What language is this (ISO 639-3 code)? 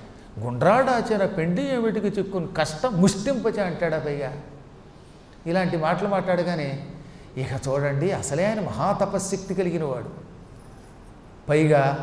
tel